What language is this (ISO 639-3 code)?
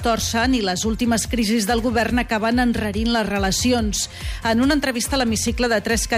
cat